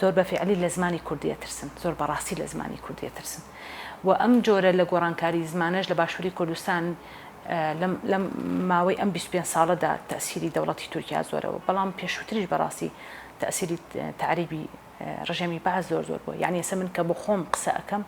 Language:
Central Kurdish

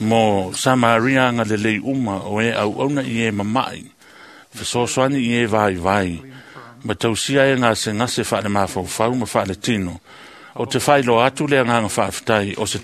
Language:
Samoan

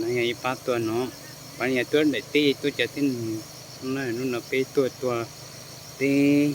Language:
Hmong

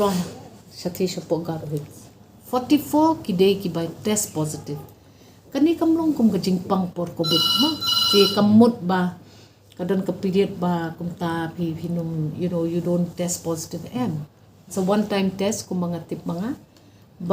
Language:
Khasi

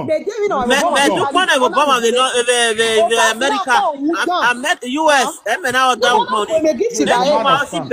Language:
Nigerian Pidgin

